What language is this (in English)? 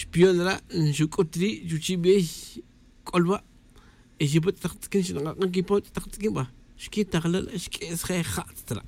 Tz'utujil